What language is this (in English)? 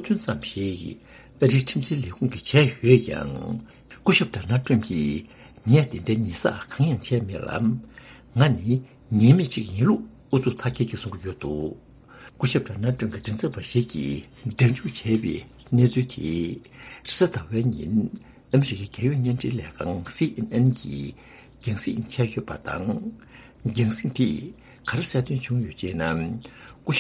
Tibetan